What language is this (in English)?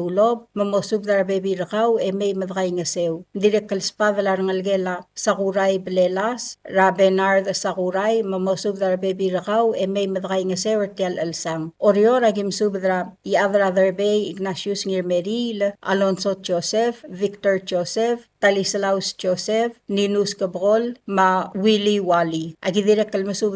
Palauan